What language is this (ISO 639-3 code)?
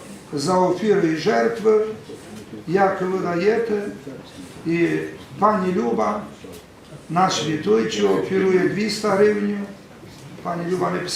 rue